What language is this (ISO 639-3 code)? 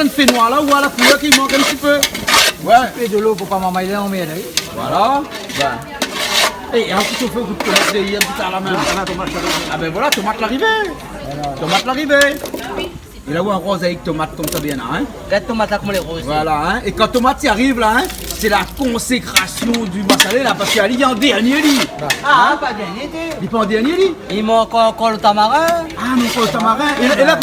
rcf